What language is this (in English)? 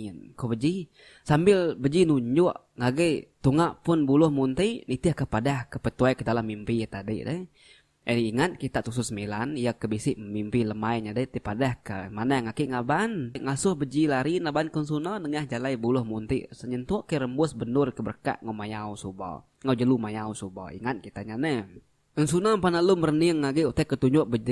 Iban